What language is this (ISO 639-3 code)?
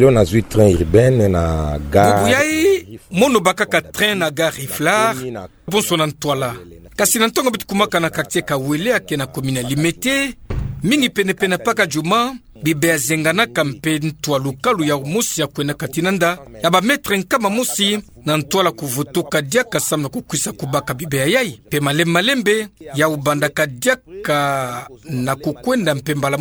ktu